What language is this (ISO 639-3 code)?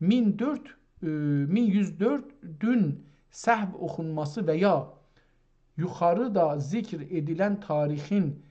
azb